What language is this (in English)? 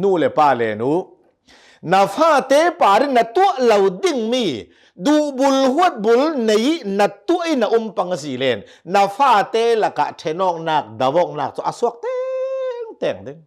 Hakha Chin